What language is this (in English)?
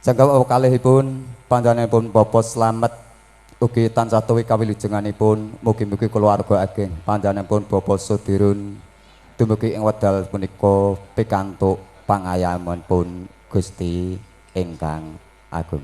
Javanese